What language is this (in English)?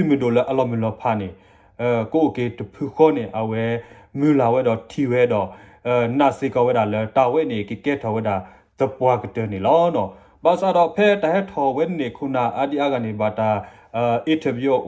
S'gaw Karen